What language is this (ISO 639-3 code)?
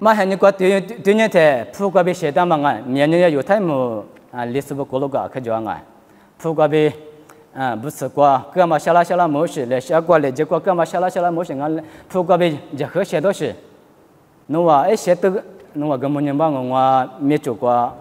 lis